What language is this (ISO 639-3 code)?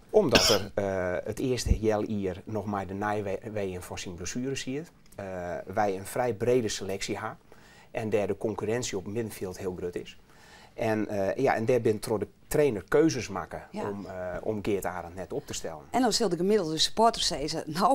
fry